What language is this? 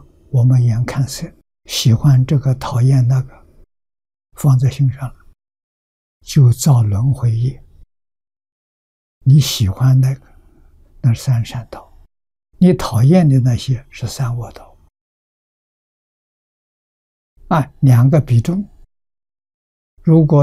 Chinese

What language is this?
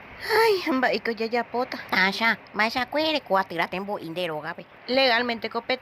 Guarani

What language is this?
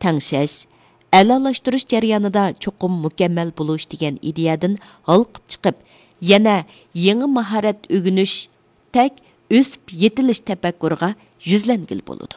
Uyghur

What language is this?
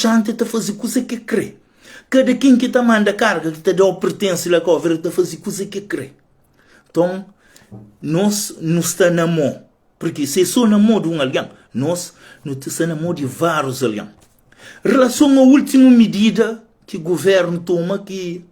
Kabuverdianu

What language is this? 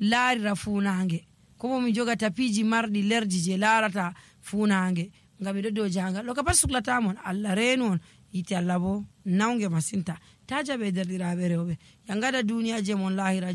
Nigerian Fulfulde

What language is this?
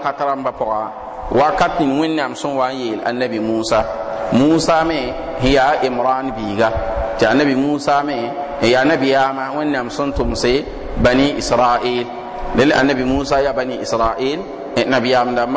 Mossi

